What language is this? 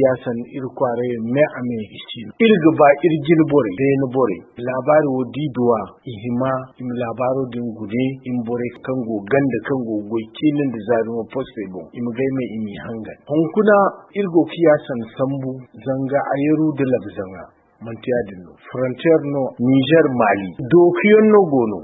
Zarma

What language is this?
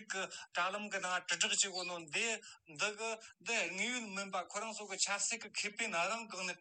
Tibetan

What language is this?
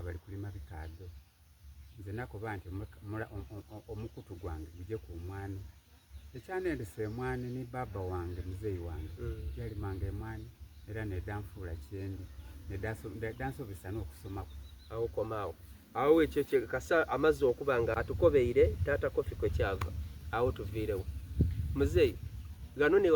Soga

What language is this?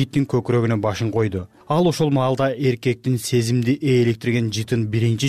Kyrgyz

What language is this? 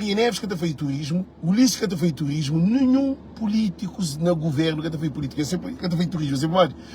Kabuverdianu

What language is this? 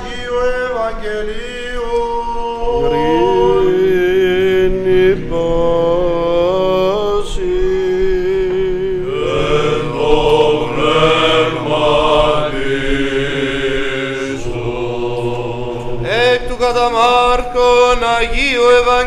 Greek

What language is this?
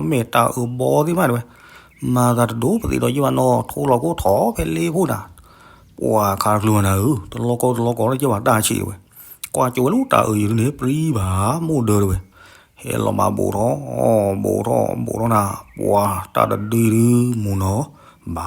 S'gaw Karen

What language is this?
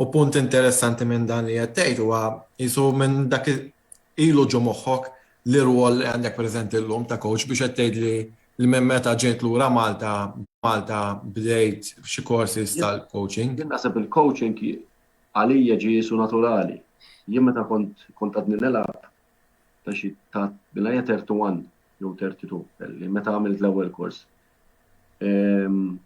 Maltese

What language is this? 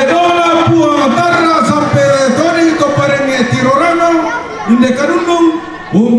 Toraja-Sa'dan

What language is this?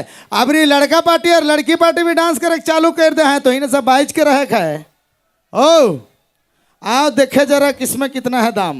Sadri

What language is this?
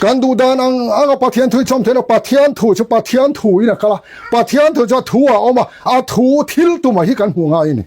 Mizo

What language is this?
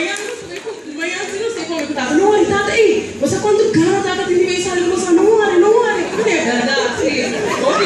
Papiamento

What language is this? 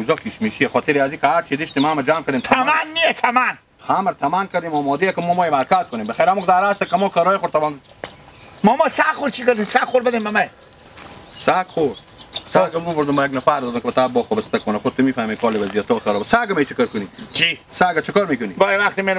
Hazaragi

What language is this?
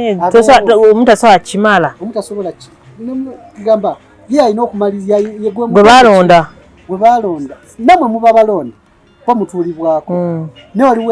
Ganda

